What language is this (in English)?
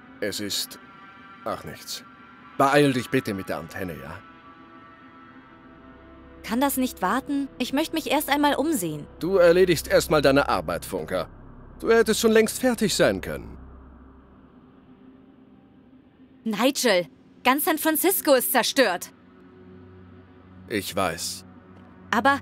German